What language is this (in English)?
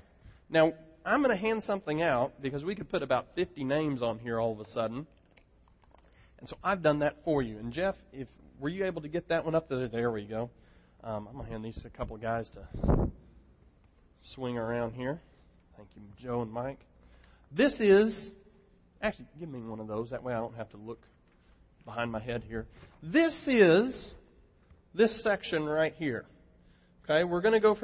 English